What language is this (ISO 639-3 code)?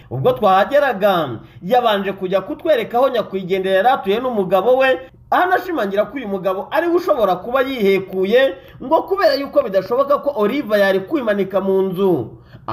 kin